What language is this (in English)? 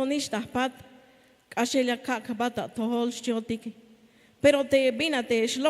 Tzeltal